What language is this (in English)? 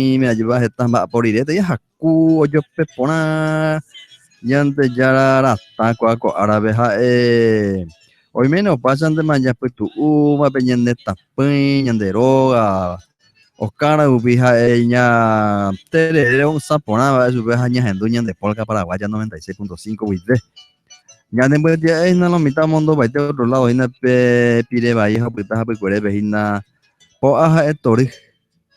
Guarani